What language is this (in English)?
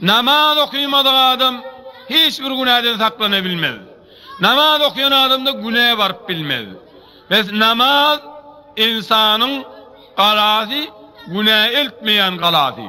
Turkmen